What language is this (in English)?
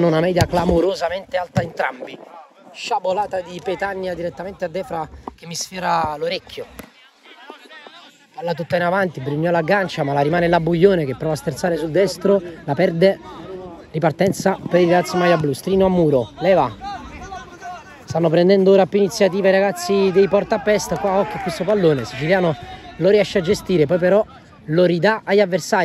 Italian